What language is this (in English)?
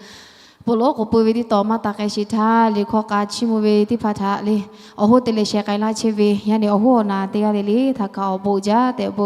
Lahu